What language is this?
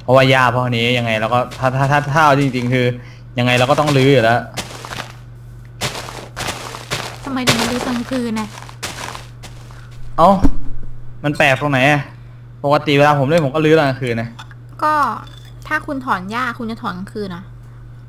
Thai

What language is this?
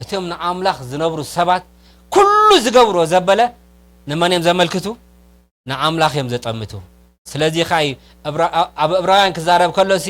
Tigrinya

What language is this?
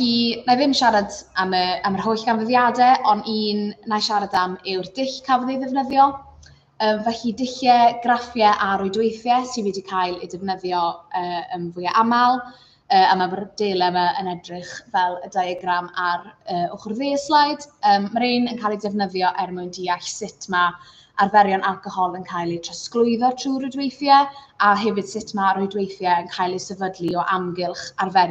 Welsh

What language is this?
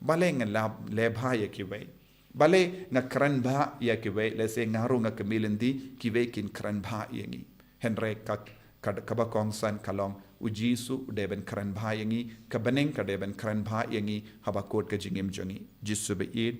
Khasi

